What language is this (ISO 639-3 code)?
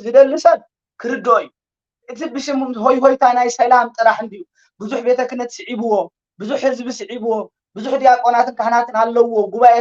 tir